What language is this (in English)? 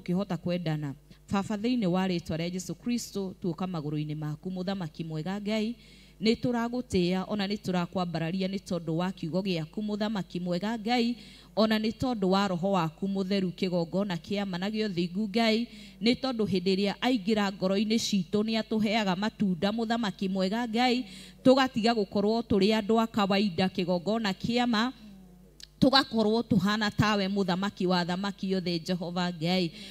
Kikuyu